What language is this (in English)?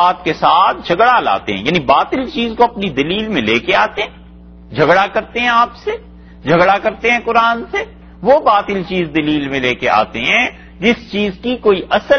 Urdu